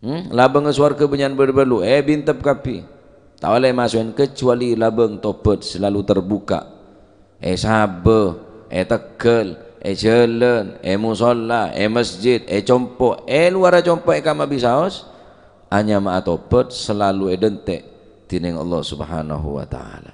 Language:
Madurese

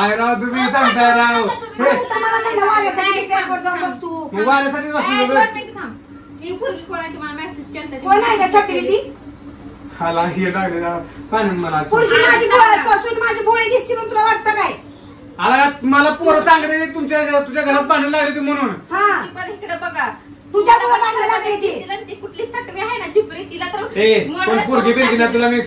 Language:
Marathi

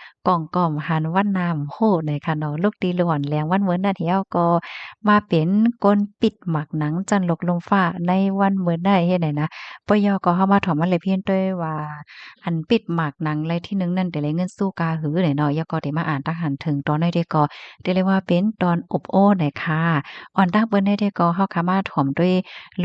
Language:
Shan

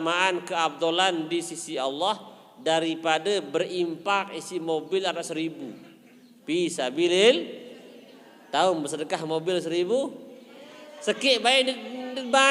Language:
Sasak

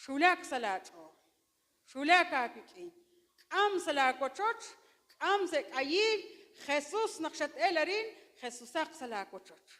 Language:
Kekchí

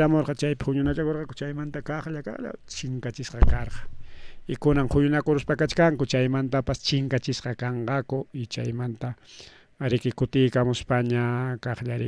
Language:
Ayacucho Quechua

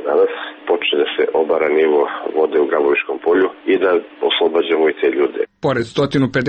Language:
Serbian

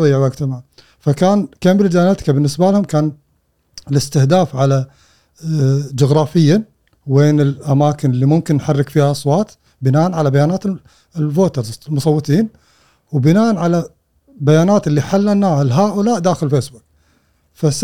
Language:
Gulf Arabic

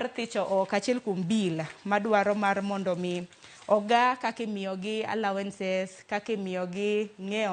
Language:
Luo (Kenya and Tanzania)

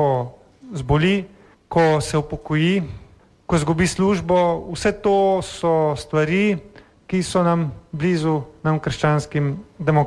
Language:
Slovenian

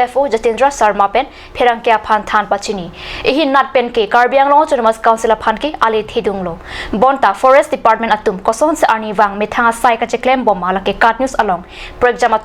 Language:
Karbi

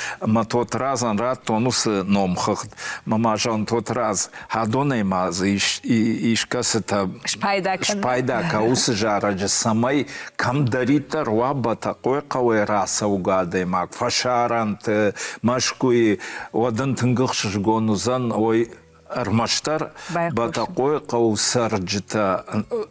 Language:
Ossetic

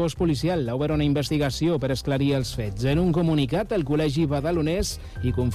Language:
Catalan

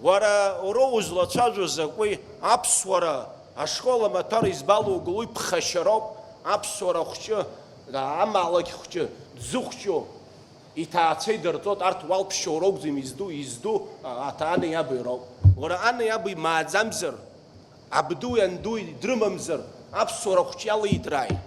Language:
Abkhazian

